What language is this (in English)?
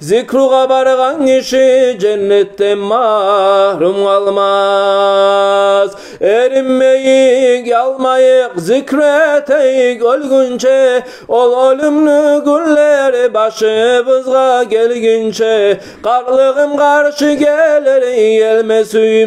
Kumyk